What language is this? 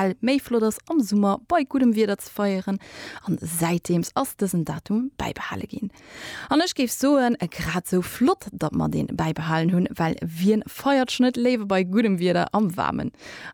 Luxembourgish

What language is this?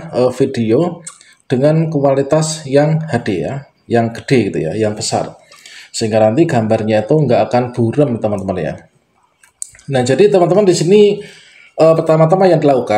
Indonesian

